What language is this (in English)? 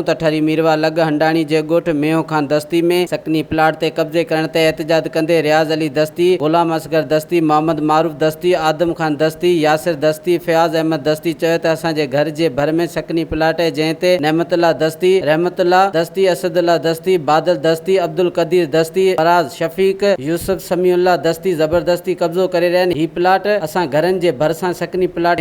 Sindhi